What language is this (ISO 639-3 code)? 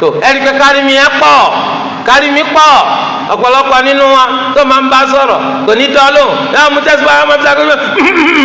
yor